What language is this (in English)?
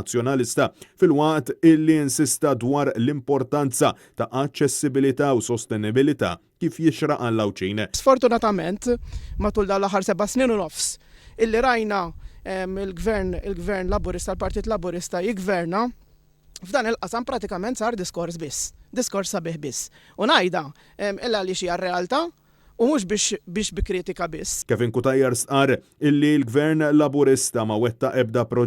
Maltese